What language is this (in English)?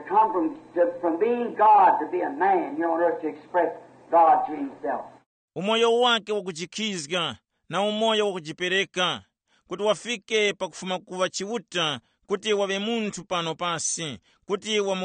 Tumbuka